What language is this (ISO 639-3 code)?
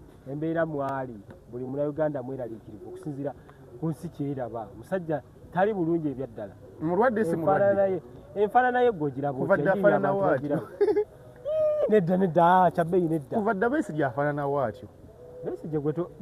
lug